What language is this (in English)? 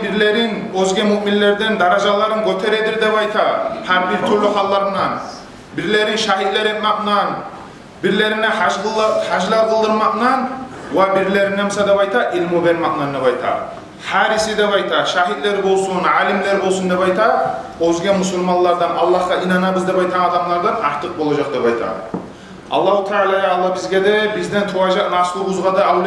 Kumyk